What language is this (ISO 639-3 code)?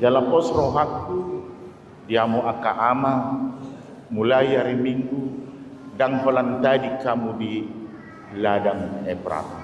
bbc